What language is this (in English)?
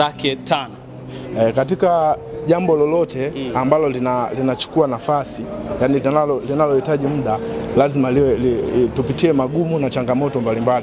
Swahili